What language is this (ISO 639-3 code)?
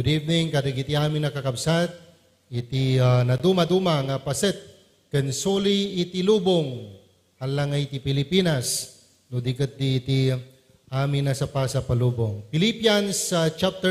ilo